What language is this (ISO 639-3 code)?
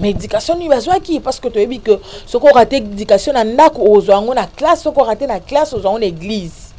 lin